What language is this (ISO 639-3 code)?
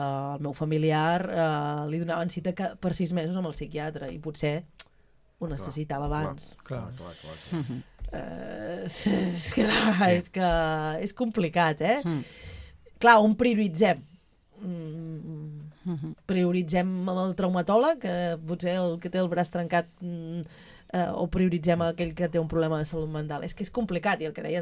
cat